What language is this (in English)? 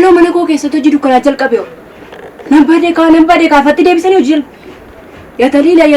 Oromo